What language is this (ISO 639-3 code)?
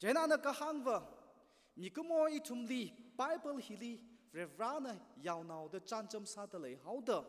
nmf